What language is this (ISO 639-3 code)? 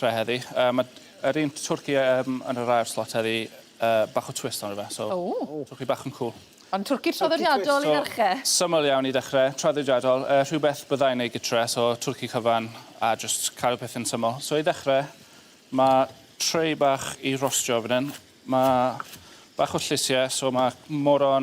cym